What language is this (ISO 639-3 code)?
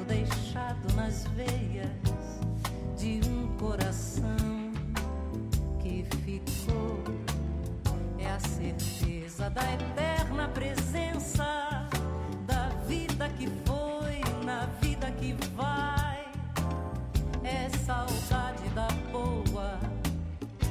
por